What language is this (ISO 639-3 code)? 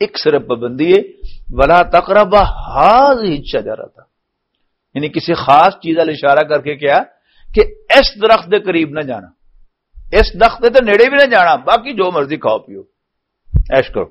lah